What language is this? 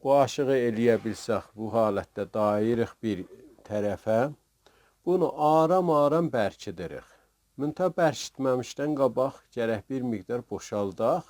South Azerbaijani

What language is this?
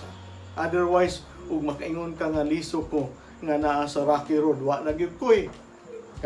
Cebuano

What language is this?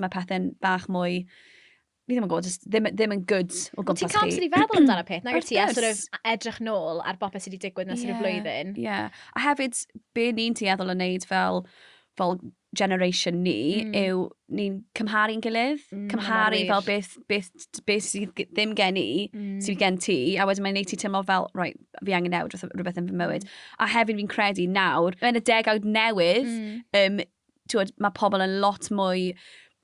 Welsh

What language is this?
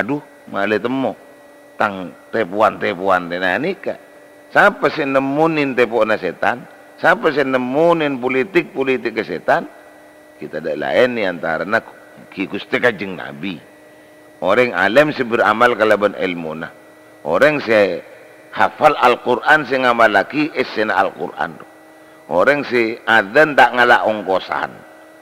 Madurese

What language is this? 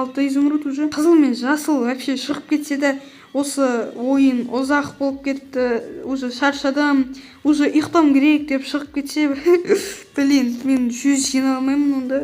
Kazakh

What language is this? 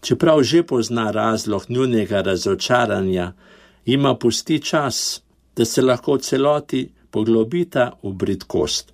Slovenian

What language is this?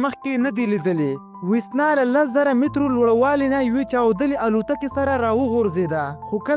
Pashto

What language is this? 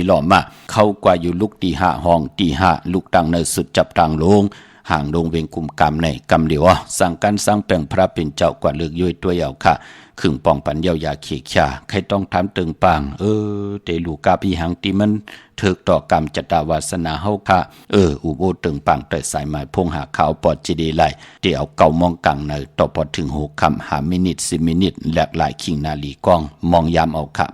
Shan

